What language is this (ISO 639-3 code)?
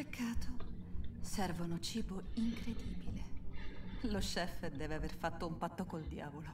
ita